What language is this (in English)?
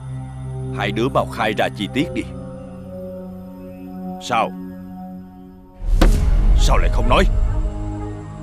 Vietnamese